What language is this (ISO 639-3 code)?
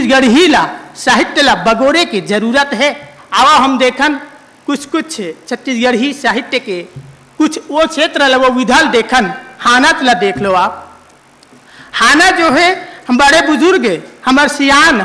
hne